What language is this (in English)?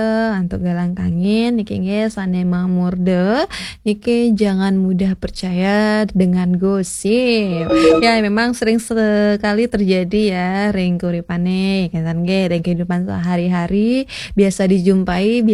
Balinese